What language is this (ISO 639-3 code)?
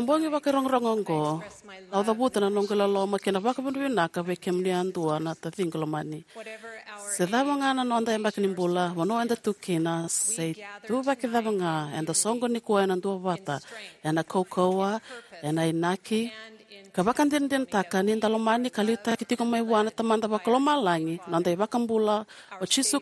fij